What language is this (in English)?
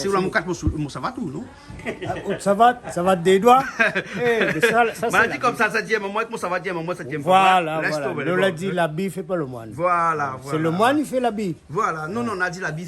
Réunion Creole French